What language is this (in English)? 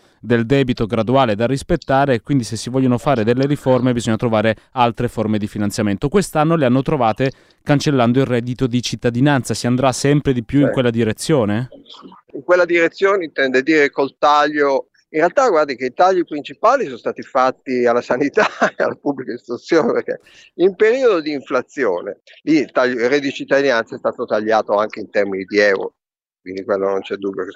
Italian